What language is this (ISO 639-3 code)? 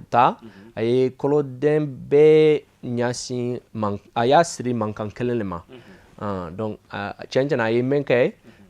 bam